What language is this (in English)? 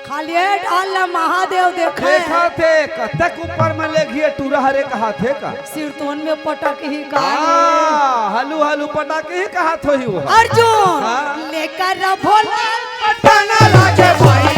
Chhattisgarhi